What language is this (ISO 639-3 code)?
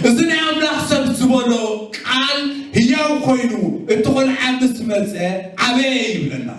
tir